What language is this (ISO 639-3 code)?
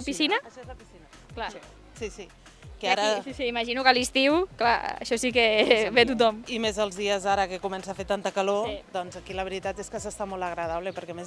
cat